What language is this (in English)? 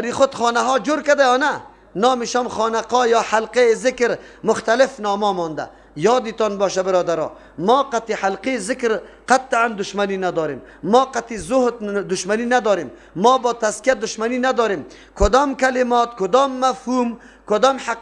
Persian